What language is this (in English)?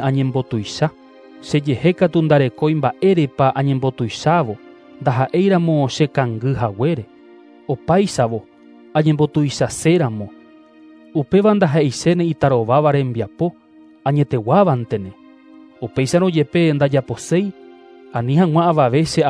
Guarani